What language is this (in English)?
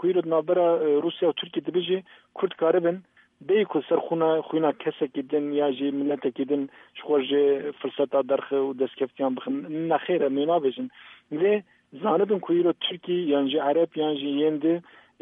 Kurdish